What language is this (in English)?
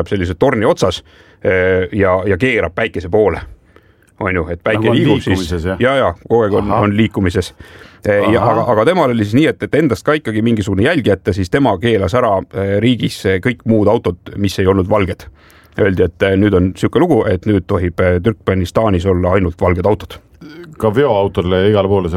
Estonian